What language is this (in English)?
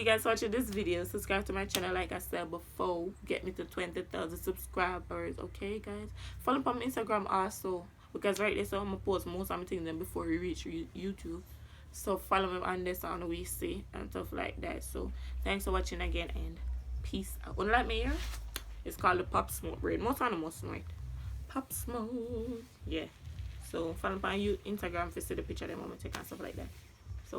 Jamaican Creole English